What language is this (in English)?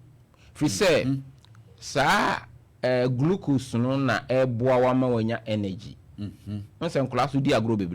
Akan